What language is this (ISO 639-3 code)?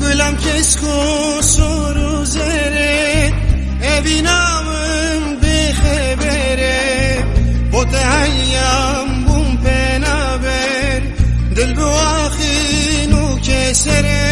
kur